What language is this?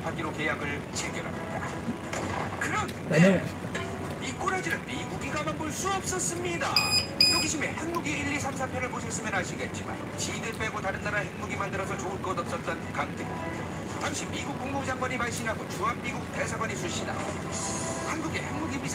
Korean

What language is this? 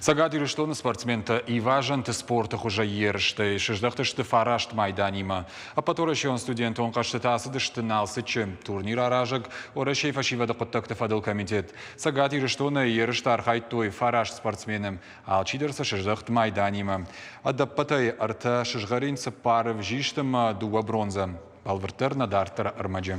Ossetic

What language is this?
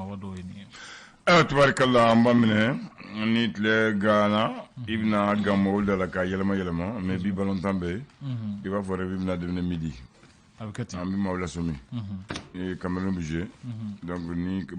Bambara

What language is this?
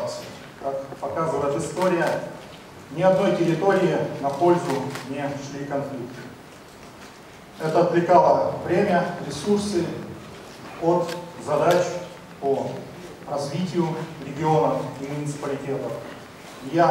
Russian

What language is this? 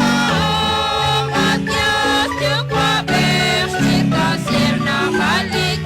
Kekchí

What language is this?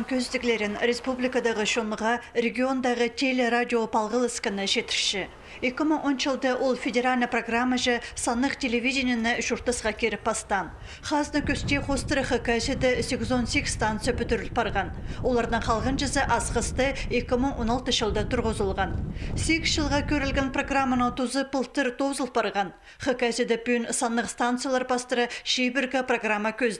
Khakas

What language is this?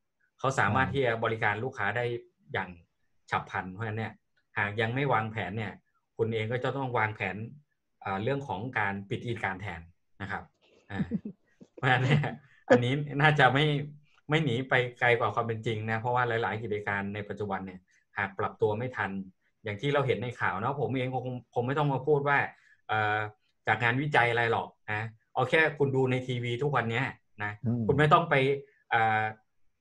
Thai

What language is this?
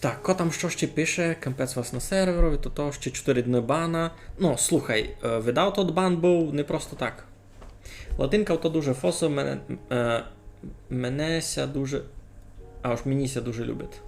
Rusyn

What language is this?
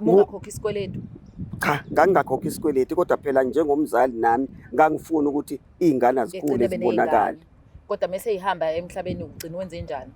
Zulu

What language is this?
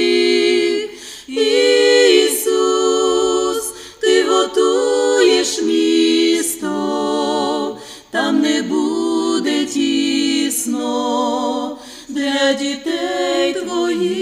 Ukrainian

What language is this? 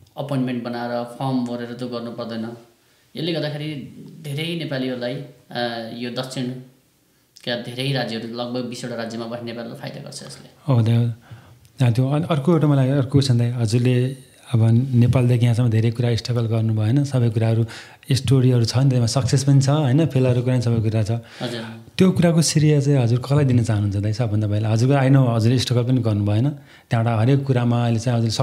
Nepali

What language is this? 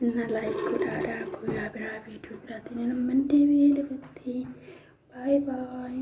Oromo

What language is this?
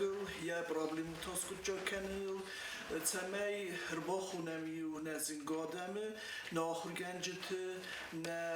Ossetic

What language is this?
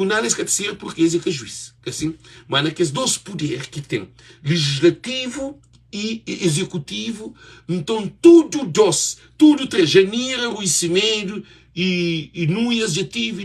Kabuverdianu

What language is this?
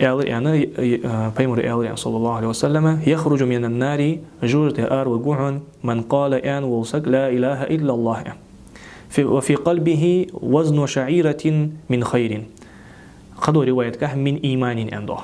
Ingush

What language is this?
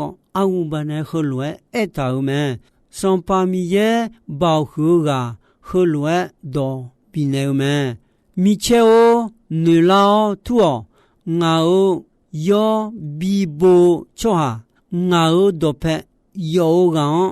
Akha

